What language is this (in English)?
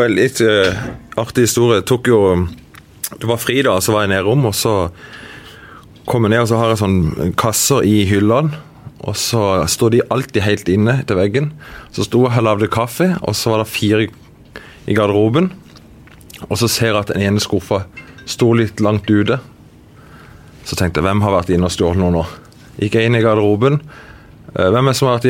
Norwegian